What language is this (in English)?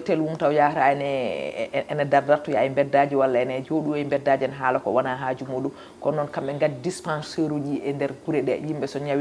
Fula